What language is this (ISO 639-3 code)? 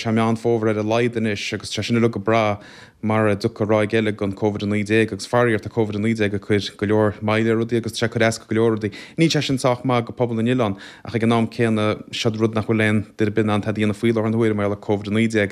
gle